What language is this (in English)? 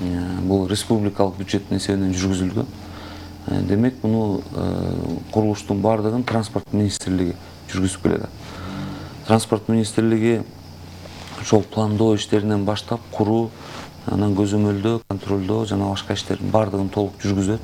Kyrgyz